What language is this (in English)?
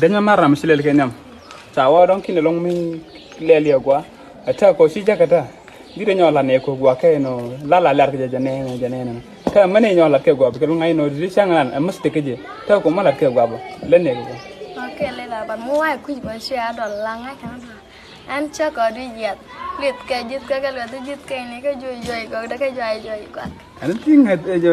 Nuer